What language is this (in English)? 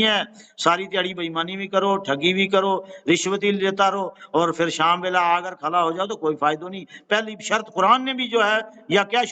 Gujari